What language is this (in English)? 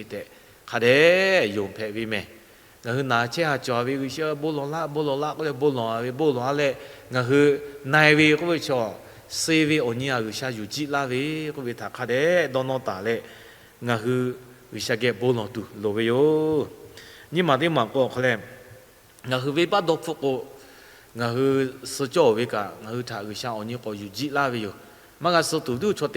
Lahu